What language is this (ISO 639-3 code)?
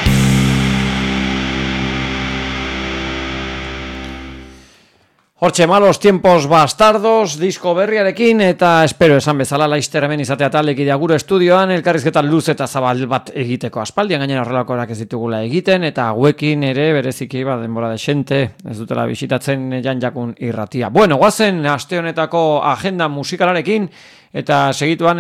eus